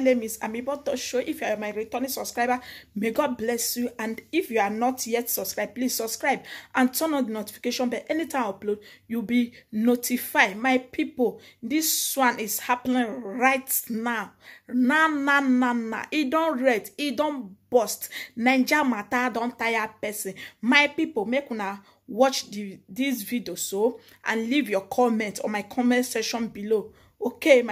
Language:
Nigerian Pidgin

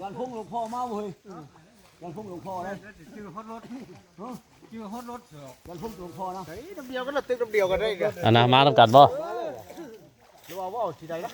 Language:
Northeastern Thai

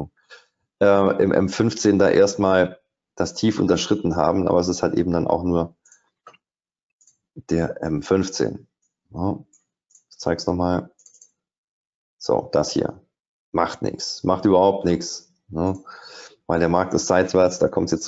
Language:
German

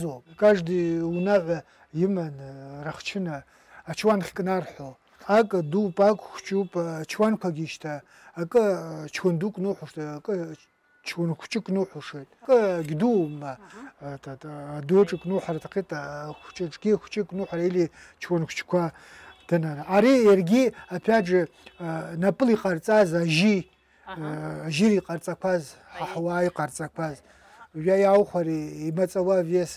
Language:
Abkhazian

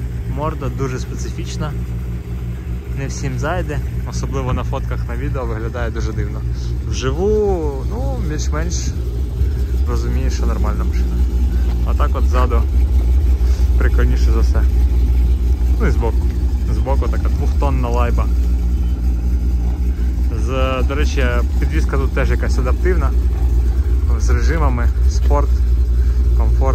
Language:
Ukrainian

